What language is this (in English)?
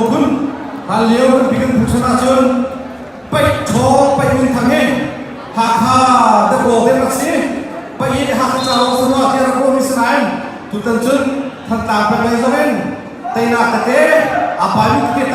Hakha Chin